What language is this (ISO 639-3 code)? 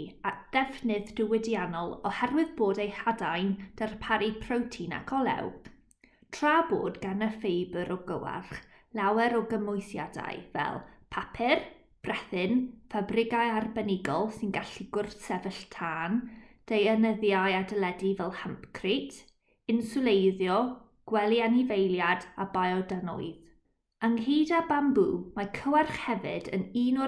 cym